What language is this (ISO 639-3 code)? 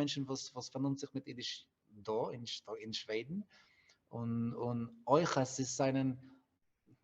yid